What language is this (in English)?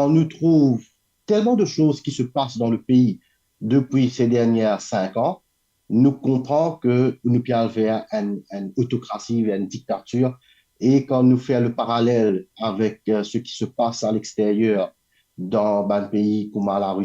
Morisyen